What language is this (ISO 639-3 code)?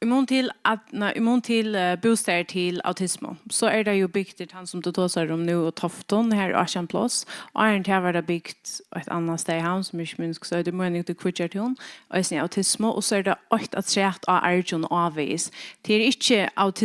fao